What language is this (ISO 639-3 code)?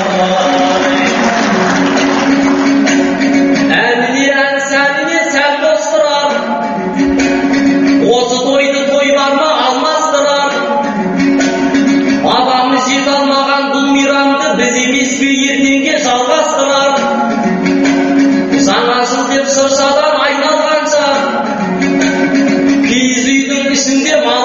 kaz